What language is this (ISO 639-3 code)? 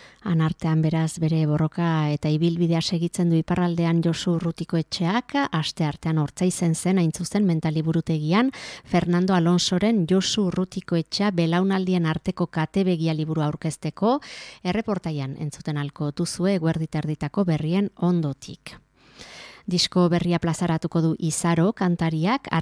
eus